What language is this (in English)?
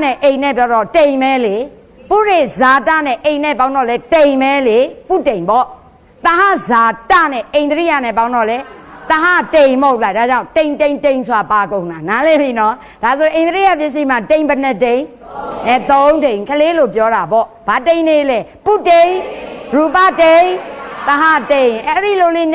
Burmese